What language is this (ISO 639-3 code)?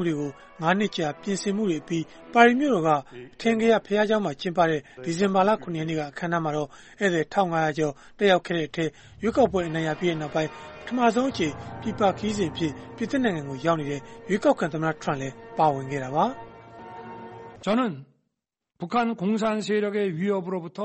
mya